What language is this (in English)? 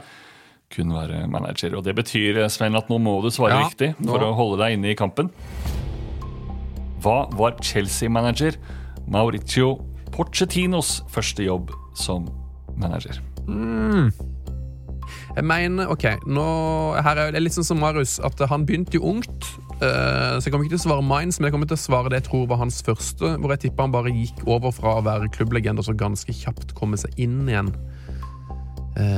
Norwegian